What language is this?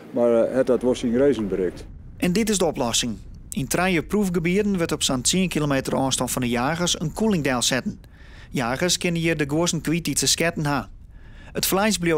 Western Frisian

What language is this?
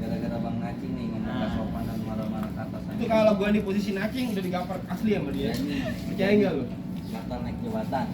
Betawi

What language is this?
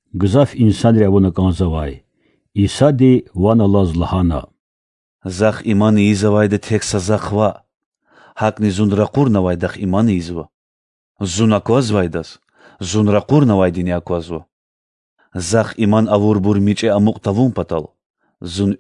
Lezghian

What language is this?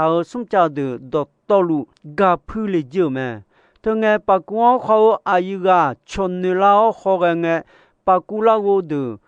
Akha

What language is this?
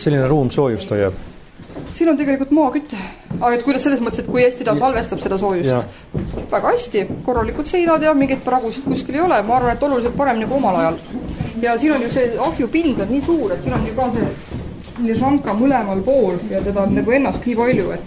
Estonian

